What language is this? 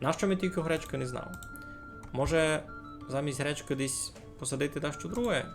Rusyn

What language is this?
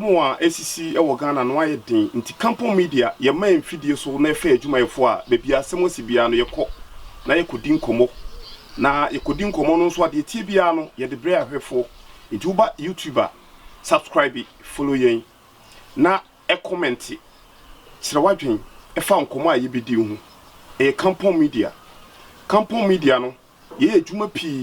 Akan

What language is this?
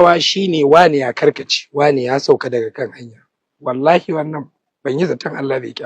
Hausa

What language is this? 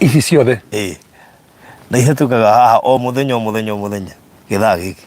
Kikuyu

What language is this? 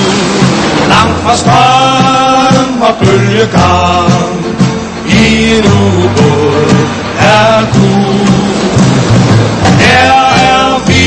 Danish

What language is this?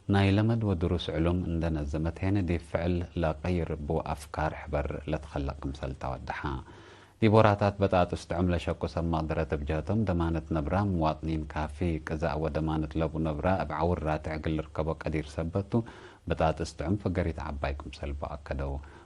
Tigre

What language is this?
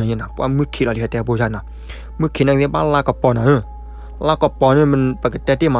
S'gaw Karen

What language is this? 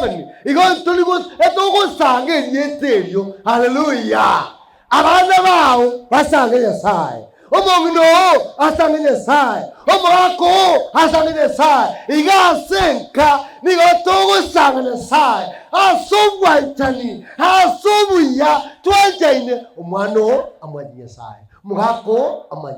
Gusii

